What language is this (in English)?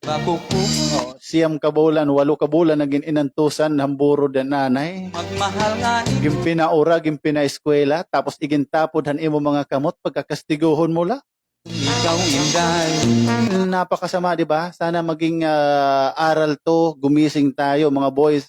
Waray